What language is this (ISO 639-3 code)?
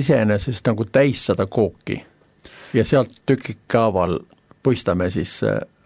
est